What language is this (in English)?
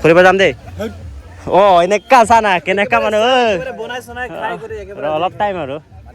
Karbi